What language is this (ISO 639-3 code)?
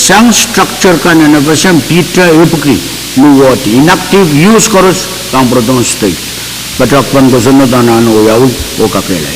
pon